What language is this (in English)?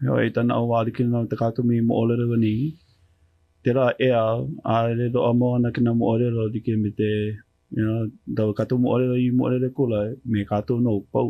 Hawaiian